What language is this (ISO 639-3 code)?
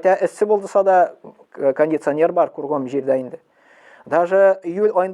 tat